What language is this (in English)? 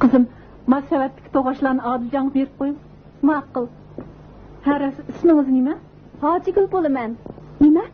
Uyghur